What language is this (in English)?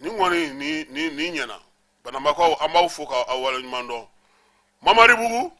Bambara